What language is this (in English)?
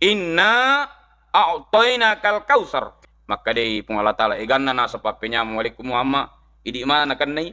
Buginese